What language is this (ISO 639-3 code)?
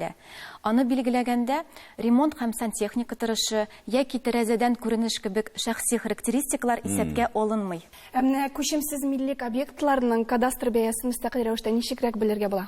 tat